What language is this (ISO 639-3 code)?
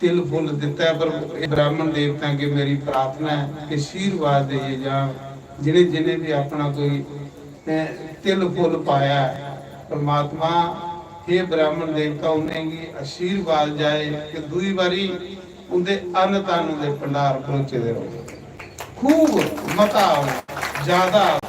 doi